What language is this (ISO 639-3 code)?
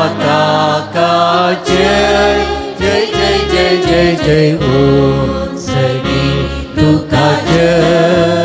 kok